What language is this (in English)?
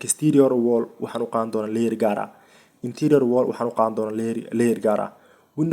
Somali